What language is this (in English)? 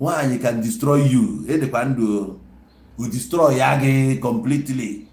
Igbo